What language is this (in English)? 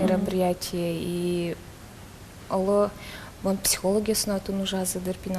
Udmurt